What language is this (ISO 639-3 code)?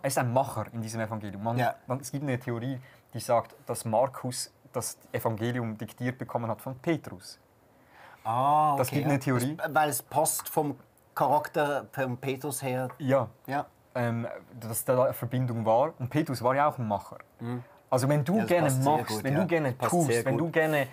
gsw